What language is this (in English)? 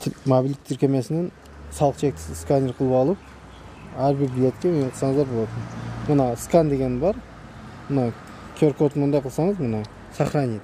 Kyrgyz